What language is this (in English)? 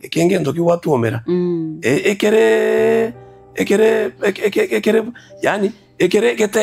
Gusii